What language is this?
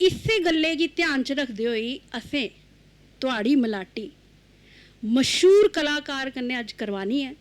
Dogri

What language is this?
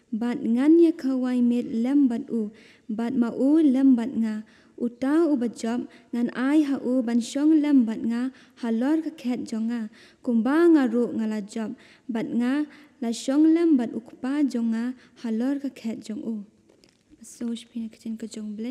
Khasi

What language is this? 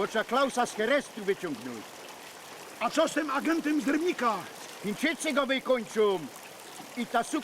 Silesian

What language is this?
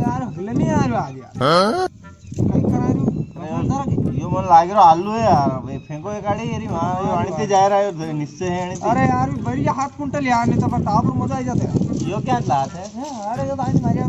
Rajasthani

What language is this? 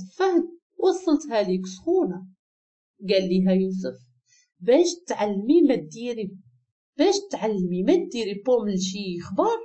Moroccan Arabic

